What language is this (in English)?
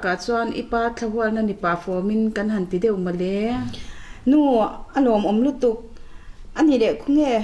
Mizo